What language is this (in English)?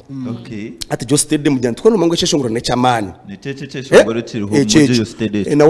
Nyankole